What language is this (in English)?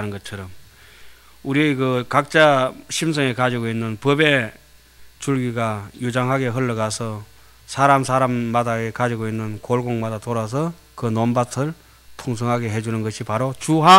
Korean